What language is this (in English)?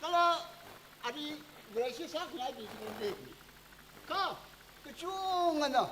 Tangkhul Naga (India)